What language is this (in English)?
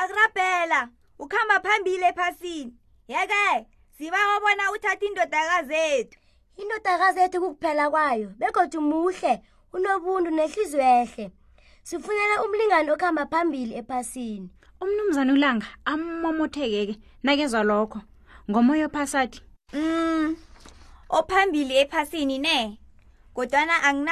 South Ndebele